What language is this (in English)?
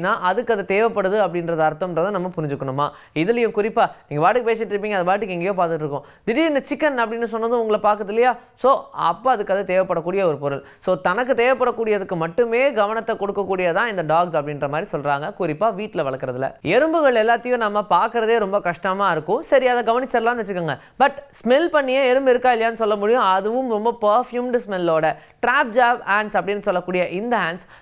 Tamil